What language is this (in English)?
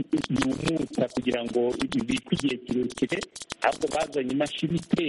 Kinyarwanda